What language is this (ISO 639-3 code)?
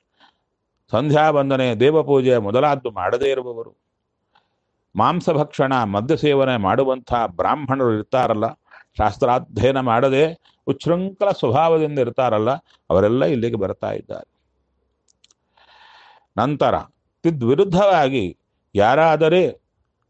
kan